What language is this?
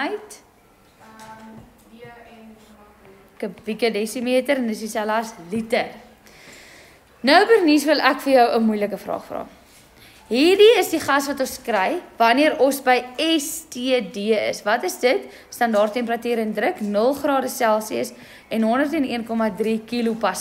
Afrikaans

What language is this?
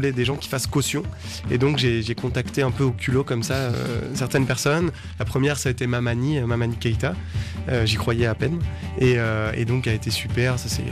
French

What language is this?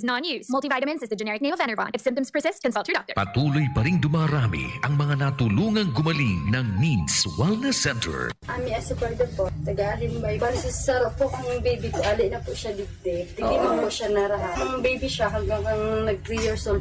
Bikol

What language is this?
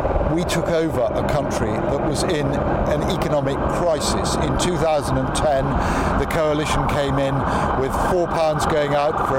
English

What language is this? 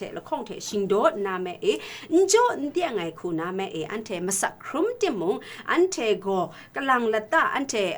Kachin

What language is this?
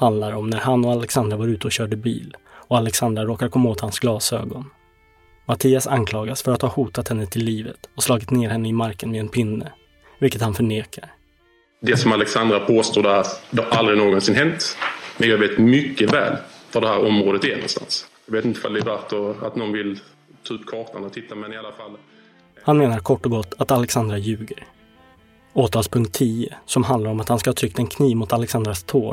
Swedish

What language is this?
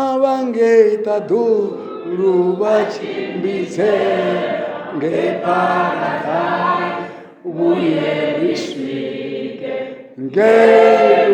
Venda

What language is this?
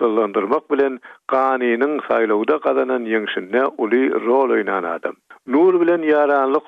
Turkmen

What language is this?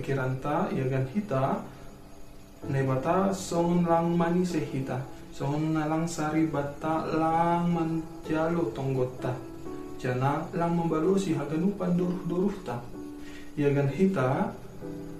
Batak Simalungun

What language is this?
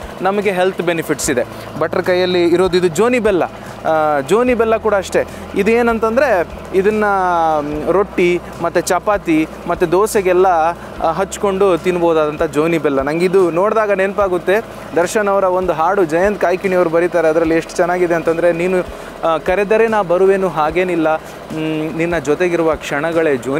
Kannada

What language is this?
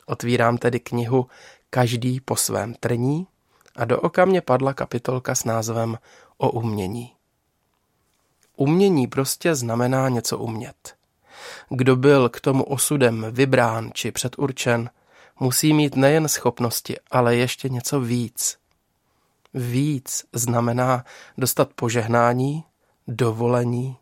Czech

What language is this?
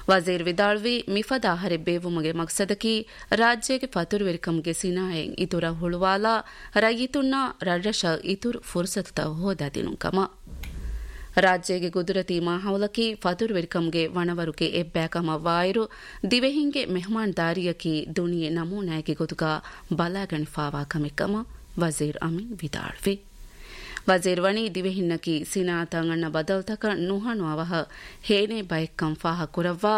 Divehi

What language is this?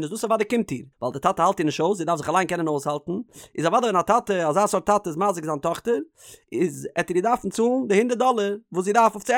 Yiddish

